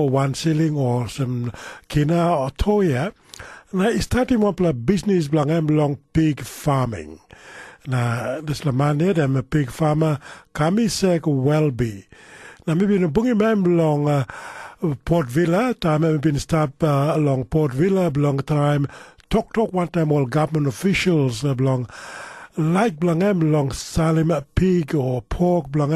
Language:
Tok Pisin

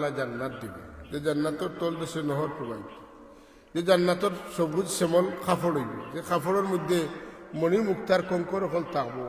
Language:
Sylheti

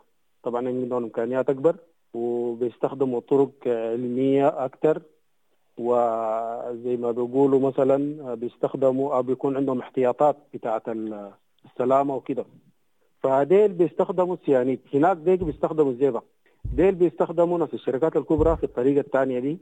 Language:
Sudanese Arabic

